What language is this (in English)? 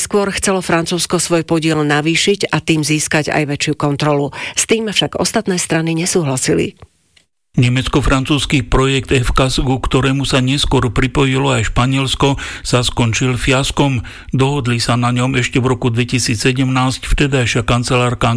Slovak